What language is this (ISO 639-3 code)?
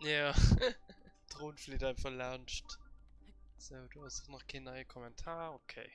ltz